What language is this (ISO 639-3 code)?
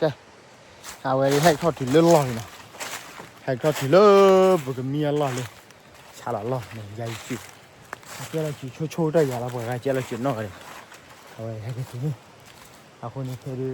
ksw